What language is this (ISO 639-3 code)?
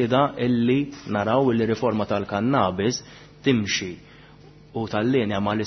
mlt